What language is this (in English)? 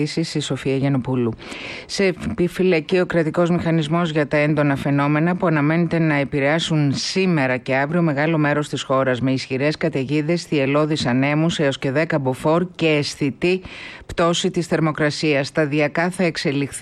Greek